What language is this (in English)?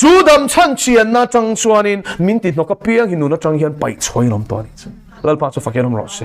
Mizo